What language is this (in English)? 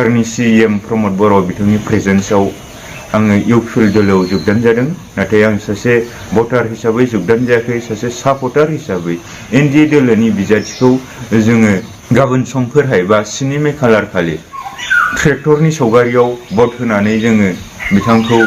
Bodo